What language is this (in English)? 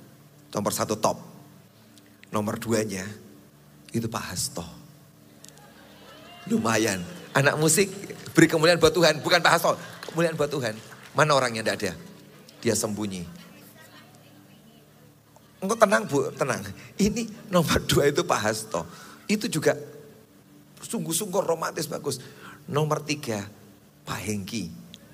Indonesian